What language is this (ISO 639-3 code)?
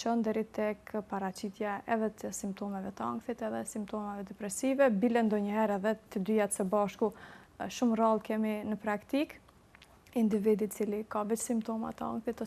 sqi